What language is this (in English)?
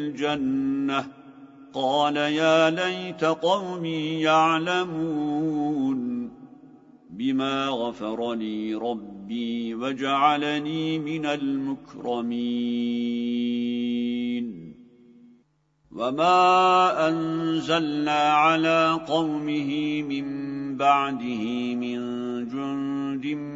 Arabic